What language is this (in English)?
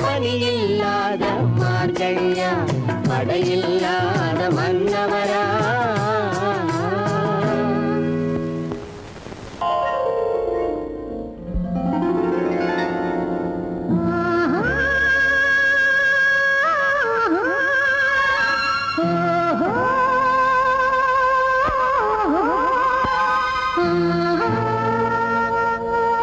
Tamil